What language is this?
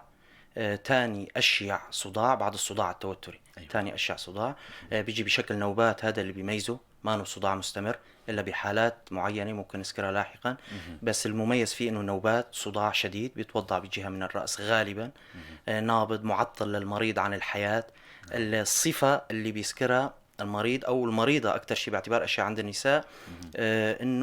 North Levantine Arabic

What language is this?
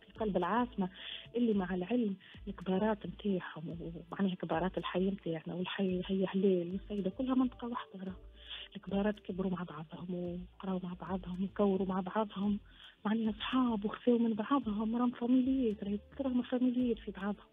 Tunisian Arabic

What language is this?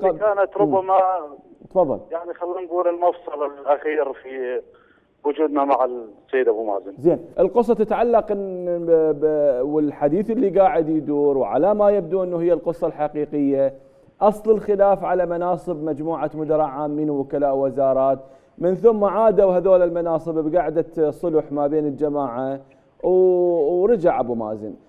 Mesopotamian Arabic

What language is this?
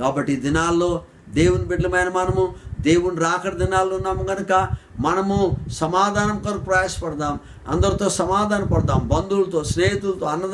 Telugu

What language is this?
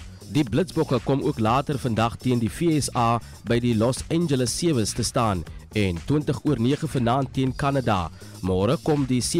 Afrikaans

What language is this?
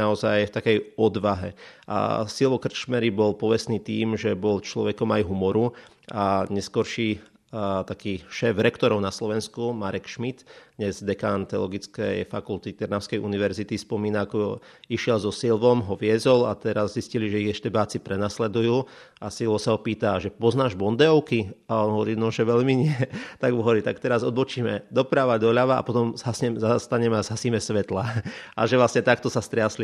Slovak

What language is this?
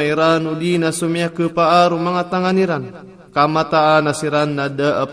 Maranao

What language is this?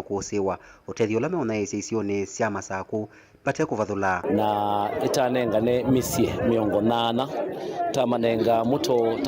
Kamba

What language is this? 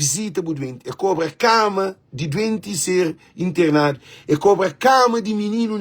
Kabuverdianu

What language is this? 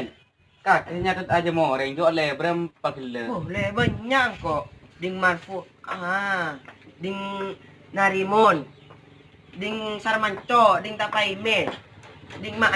Madurese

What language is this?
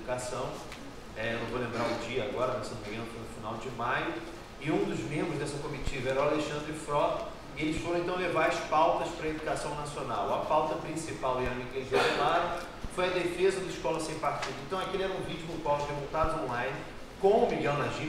Portuguese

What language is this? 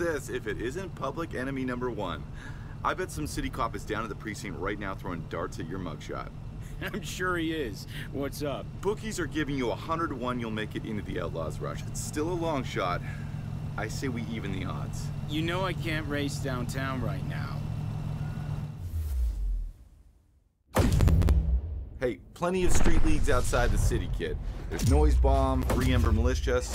English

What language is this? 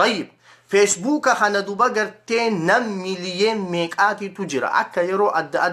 Oromo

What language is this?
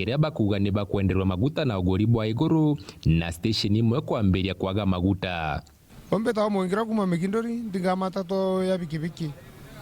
Meru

